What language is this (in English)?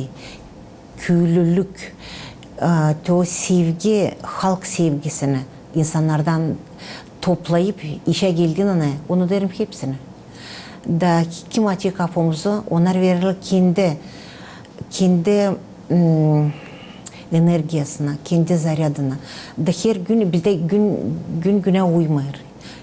Gagauz